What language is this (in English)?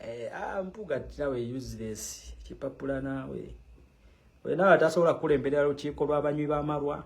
Ganda